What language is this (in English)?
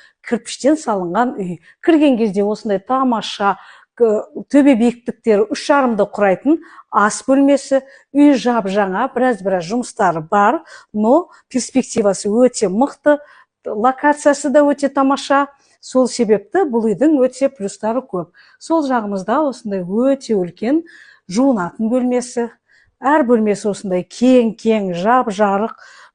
Kazakh